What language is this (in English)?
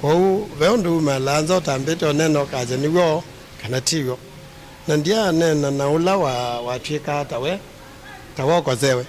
Kamba